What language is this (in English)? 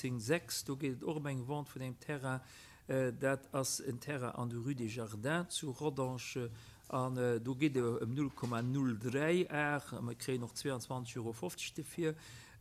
Luxembourgish